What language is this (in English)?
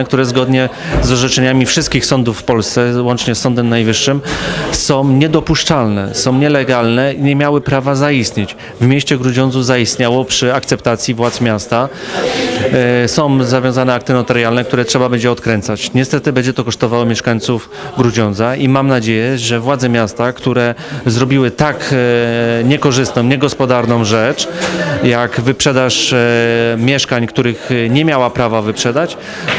Polish